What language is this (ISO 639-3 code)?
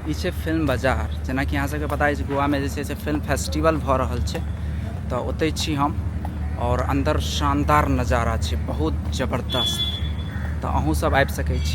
mai